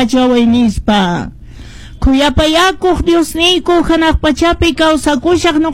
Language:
Quechua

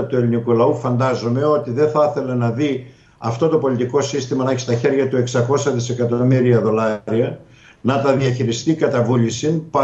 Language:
Greek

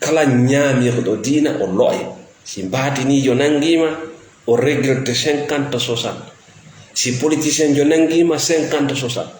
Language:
Fula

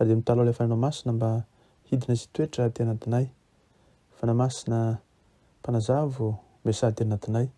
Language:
Malagasy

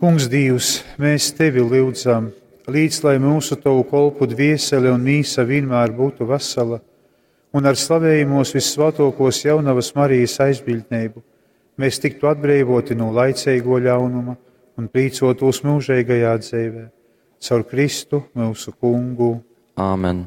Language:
Latgalian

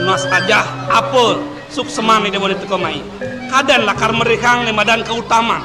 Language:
Balinese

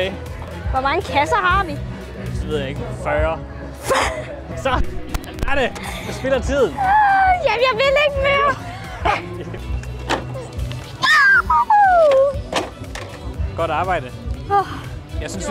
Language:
Danish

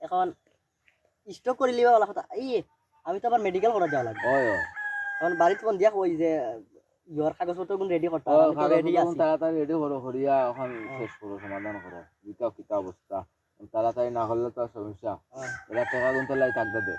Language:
Sylheti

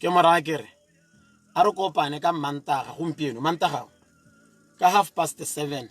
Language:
Tswana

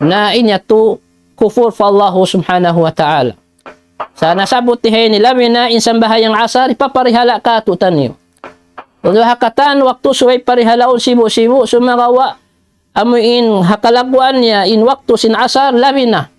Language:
Tausug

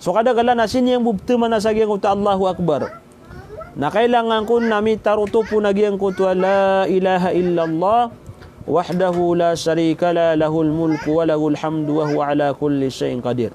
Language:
Maranao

